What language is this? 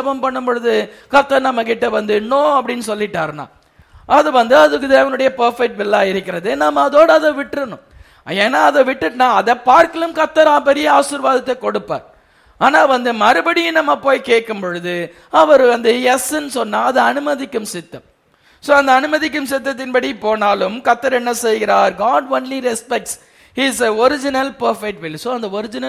Tamil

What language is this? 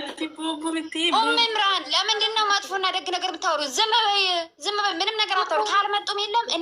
Amharic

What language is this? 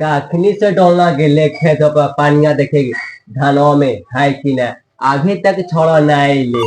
Magahi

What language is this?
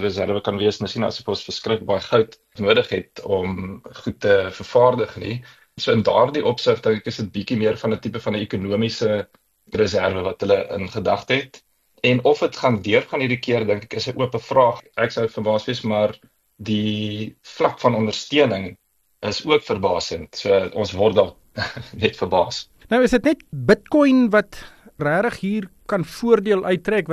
Afrikaans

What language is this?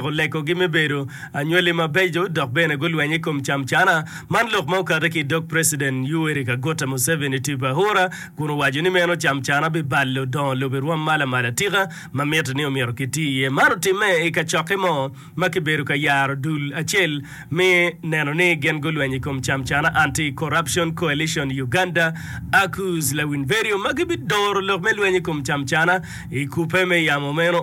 Acoli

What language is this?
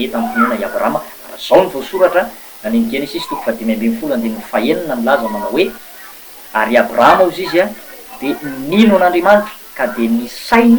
Malagasy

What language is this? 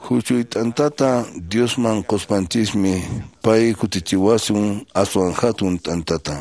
Quechua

